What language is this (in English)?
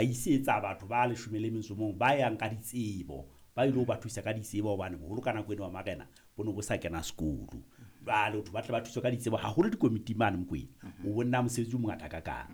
Southern Sotho